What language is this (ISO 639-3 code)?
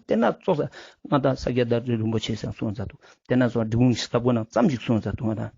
lbj